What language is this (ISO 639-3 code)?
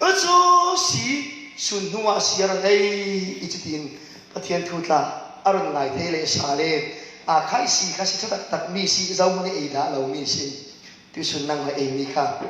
cfm